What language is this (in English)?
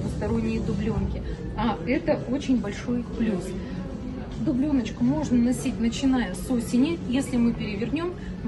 Russian